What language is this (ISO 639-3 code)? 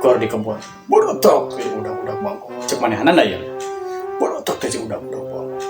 sun